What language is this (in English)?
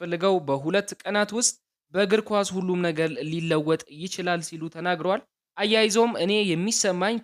Amharic